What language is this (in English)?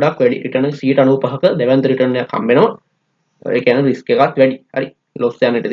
Sinhala